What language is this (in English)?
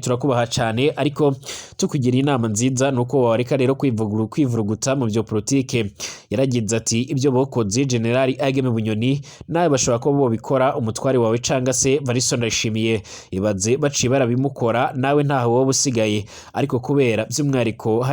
Rundi